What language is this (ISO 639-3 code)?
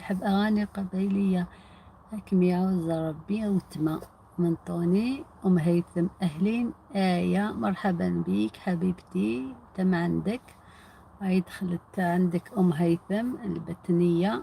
arq